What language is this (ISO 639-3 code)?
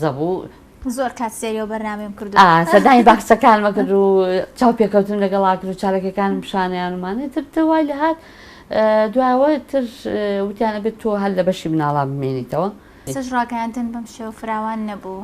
ckb